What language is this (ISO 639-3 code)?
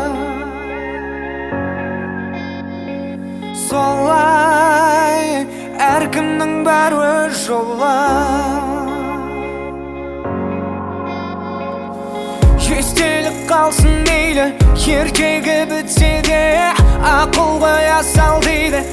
kaz